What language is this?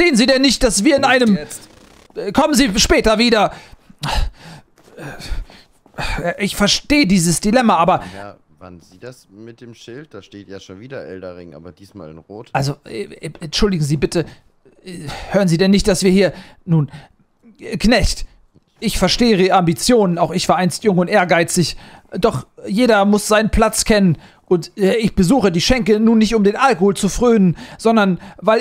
German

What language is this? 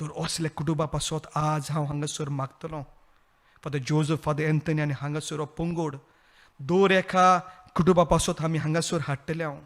Konkani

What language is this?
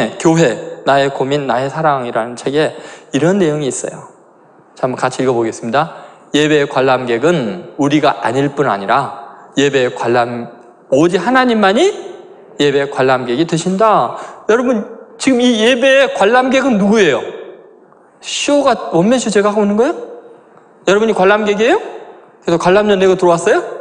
Korean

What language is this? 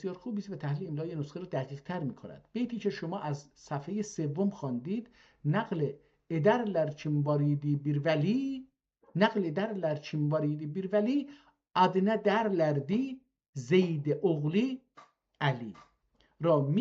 South Azerbaijani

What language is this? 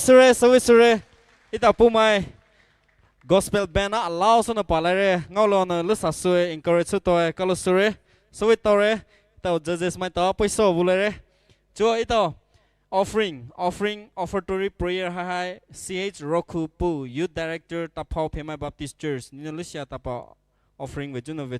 Poumei Naga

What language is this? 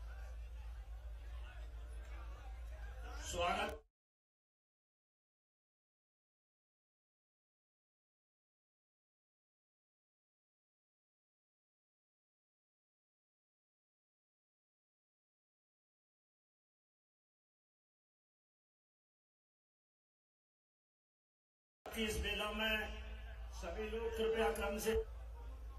Hindi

